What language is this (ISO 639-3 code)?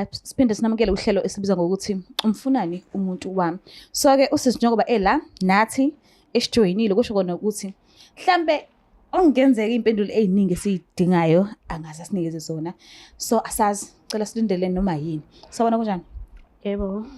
zul